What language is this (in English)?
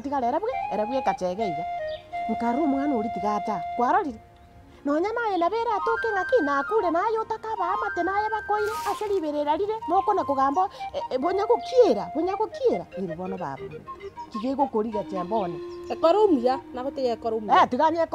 Gusii